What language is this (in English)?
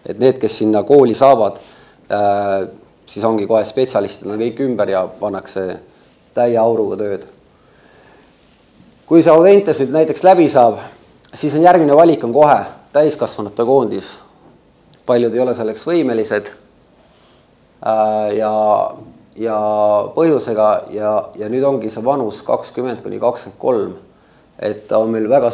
Estonian